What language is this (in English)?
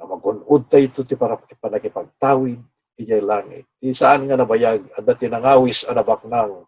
Iloko